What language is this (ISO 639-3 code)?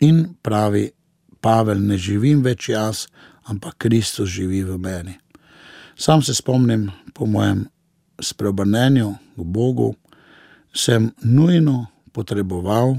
slv